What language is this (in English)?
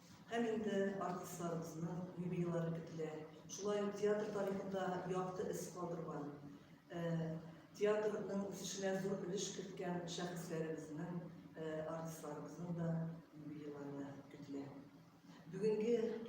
Tatar